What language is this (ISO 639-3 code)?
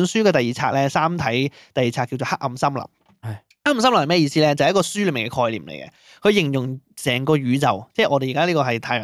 yue